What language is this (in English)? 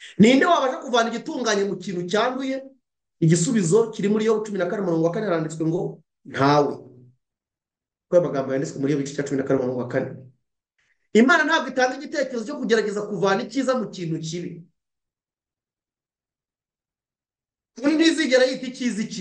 Kinyarwanda